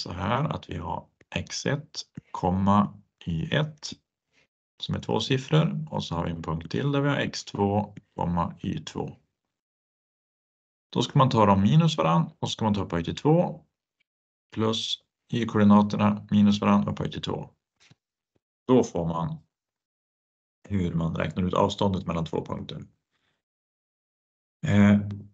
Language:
Swedish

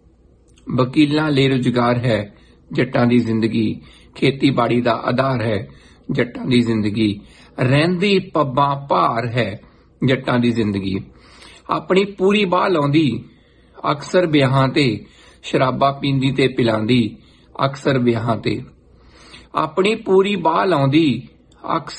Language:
Punjabi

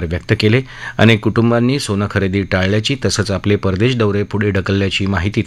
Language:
Marathi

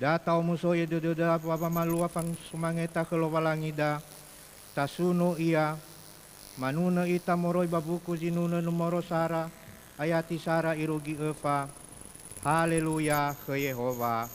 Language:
Nias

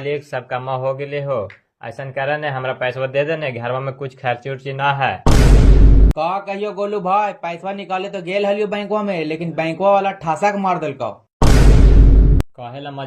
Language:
Magahi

